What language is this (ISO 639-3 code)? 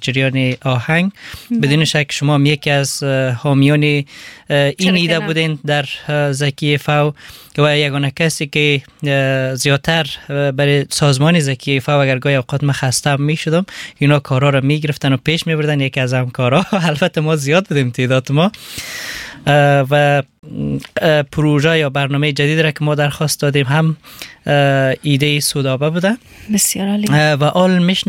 fas